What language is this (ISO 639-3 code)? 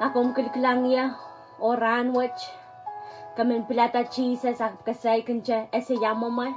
pon